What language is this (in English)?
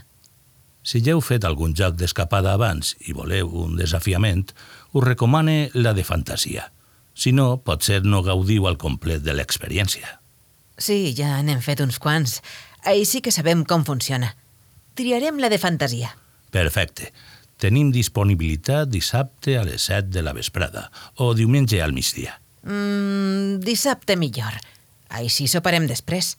Catalan